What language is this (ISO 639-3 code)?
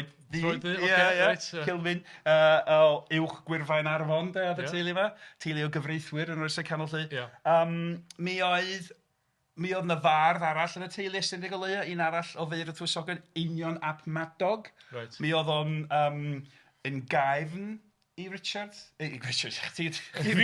cym